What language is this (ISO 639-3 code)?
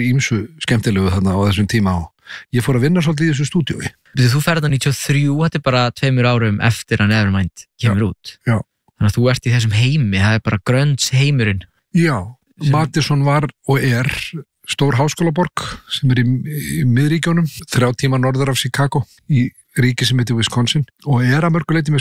isl